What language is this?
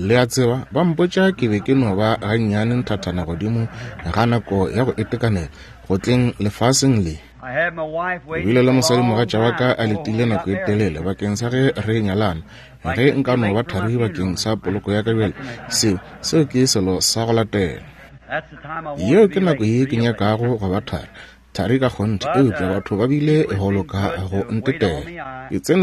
Northern Sotho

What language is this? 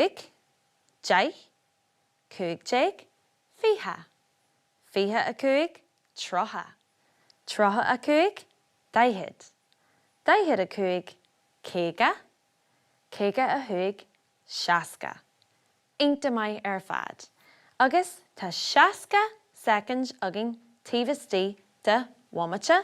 Irish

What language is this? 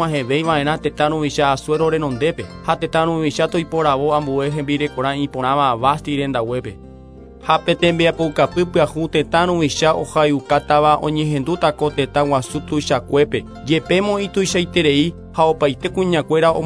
Guarani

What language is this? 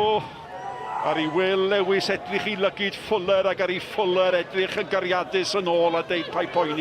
Welsh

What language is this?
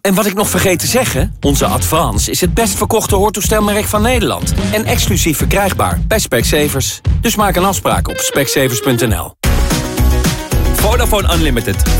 Dutch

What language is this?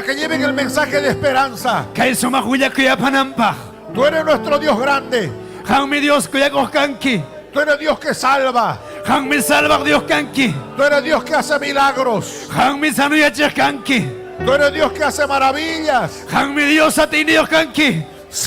Ayacucho Quechua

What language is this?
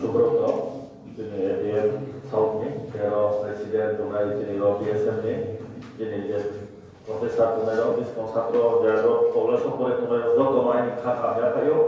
Riang (India)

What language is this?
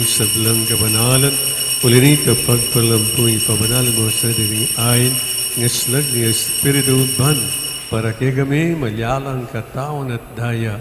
Pampanga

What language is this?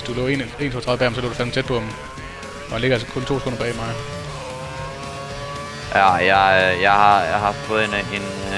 Danish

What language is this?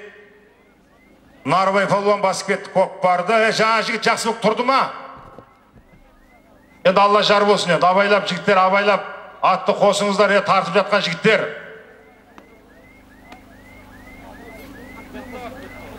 Kazakh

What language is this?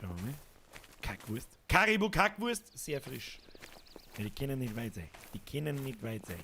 Bavarian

